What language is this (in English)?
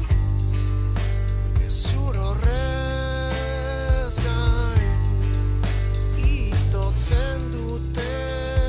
Basque